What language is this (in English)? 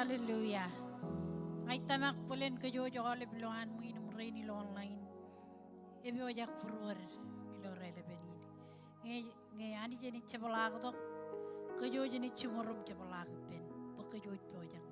Marshallese